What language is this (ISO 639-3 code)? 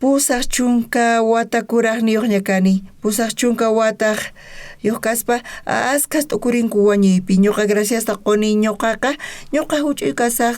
quh